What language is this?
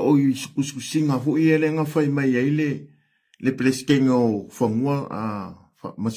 Samoan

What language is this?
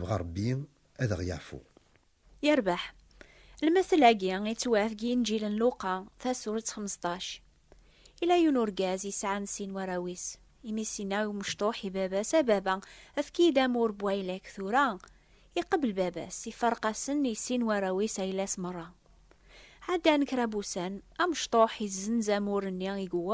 Kabyle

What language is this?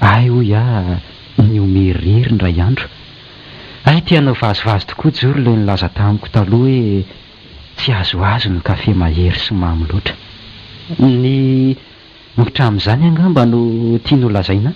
Malagasy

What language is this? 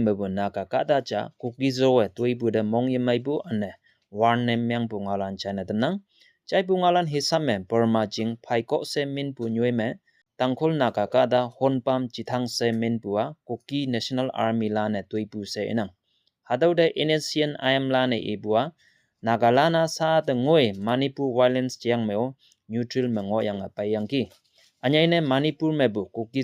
Konyak Naga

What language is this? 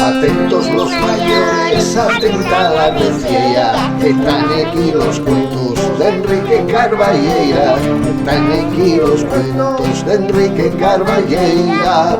Asturian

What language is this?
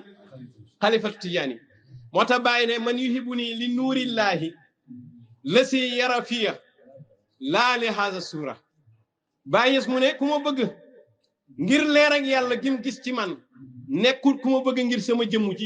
Wolof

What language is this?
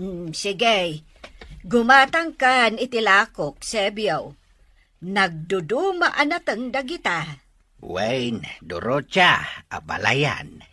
Iloko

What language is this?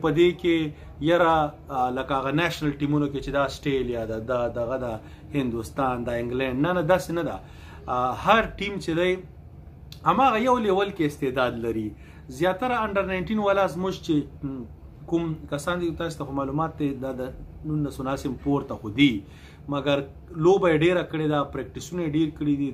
Pashto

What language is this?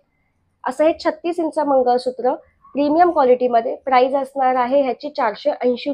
Marathi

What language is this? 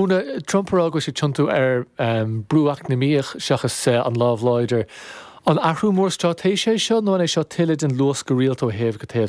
Irish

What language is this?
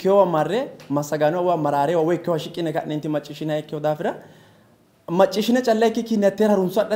Sidamo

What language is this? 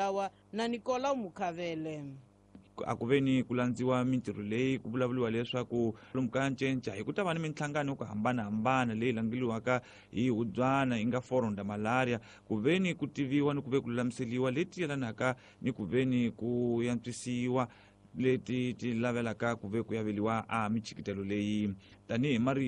Tsonga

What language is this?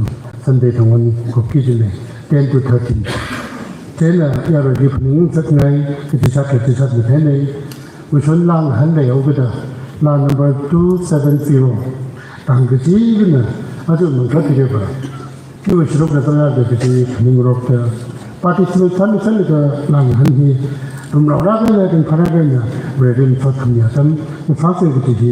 Tangkhul Naga (India)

